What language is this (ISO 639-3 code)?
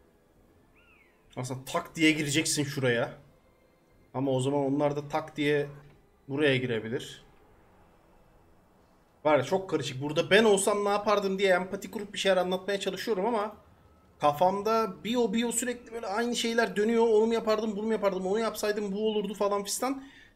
tur